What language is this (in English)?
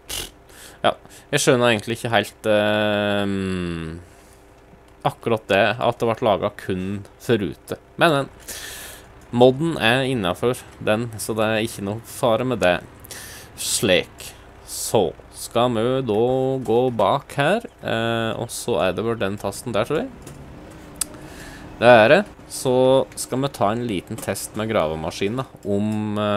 Norwegian